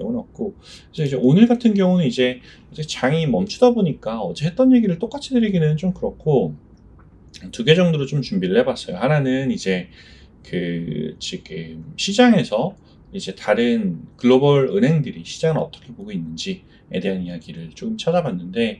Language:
Korean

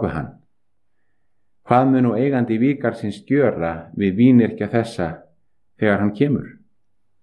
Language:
Icelandic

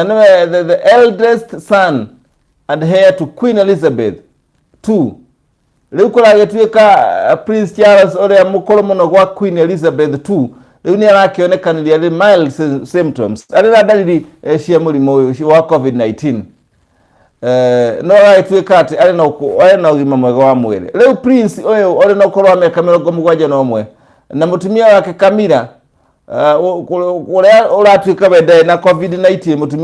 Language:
Kikuyu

